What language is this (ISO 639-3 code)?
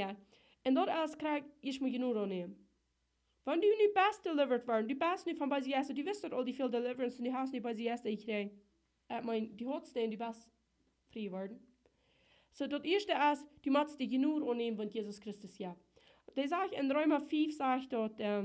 pdt